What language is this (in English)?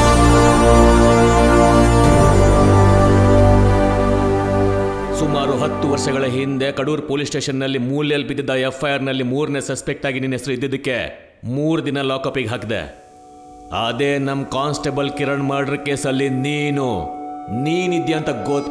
Kannada